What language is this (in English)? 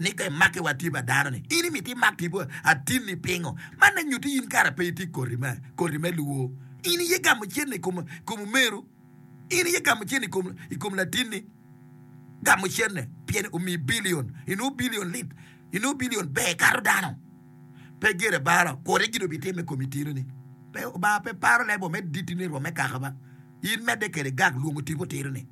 Acoli